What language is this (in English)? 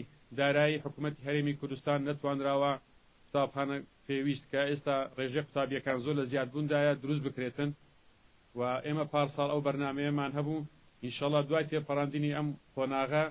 Central Kurdish